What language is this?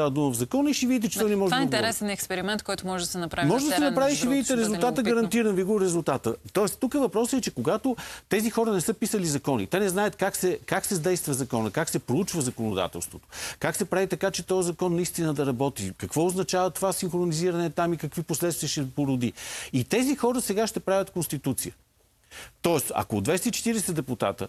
Bulgarian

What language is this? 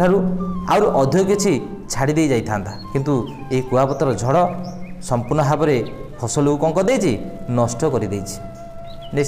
Odia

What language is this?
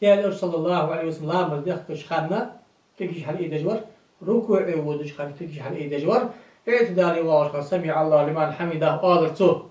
Ingush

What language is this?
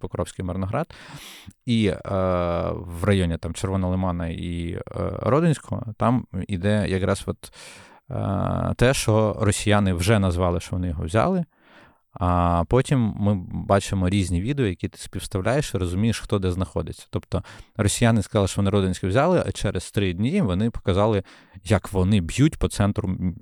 Ukrainian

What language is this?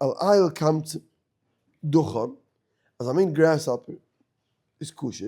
Yiddish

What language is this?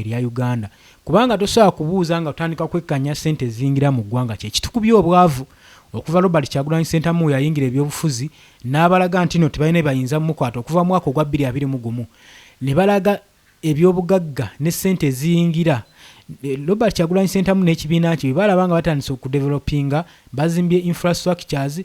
Ganda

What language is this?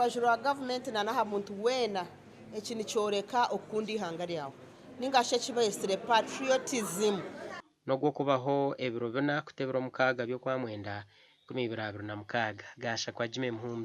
Nyankole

